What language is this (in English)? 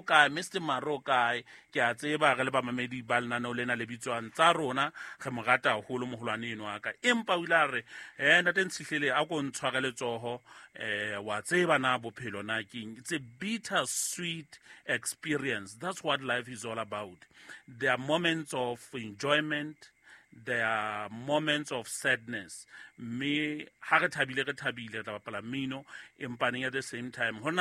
Southern Sotho